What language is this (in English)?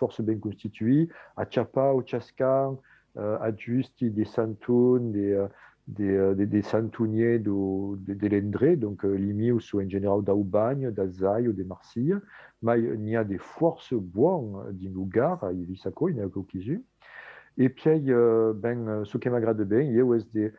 Occitan